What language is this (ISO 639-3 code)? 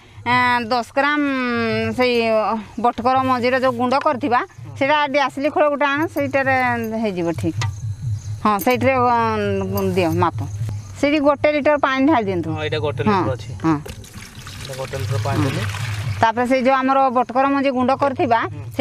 ori